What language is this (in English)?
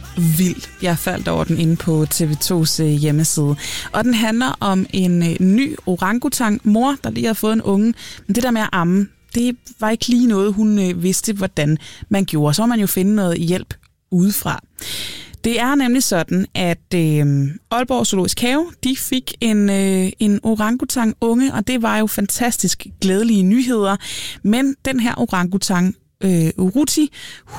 Danish